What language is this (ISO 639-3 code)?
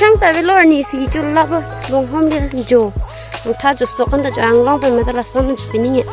mjw